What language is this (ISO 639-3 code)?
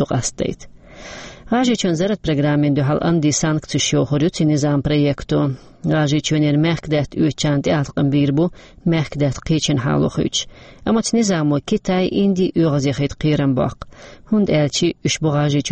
che